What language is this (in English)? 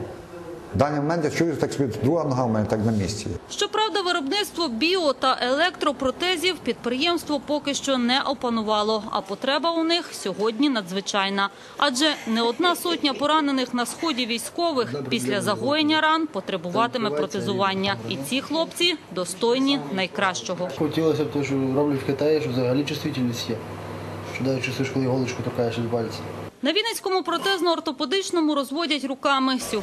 Ukrainian